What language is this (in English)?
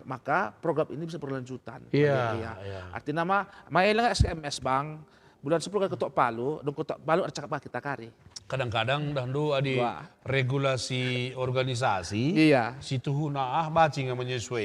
Batak Karo